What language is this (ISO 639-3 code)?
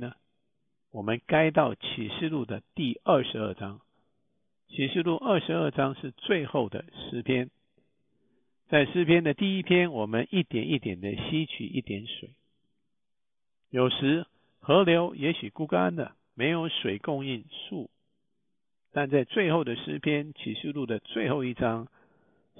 zho